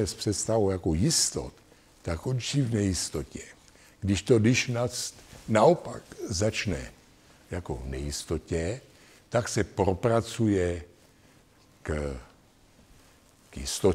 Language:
Czech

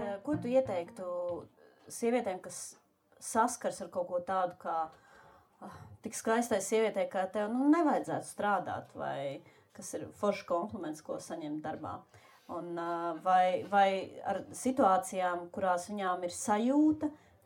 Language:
Latvian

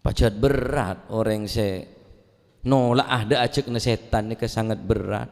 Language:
Madurese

